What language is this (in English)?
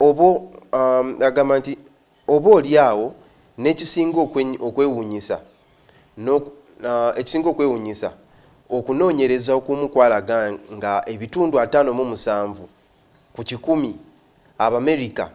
Ganda